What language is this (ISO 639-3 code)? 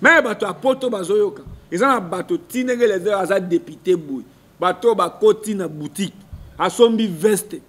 lin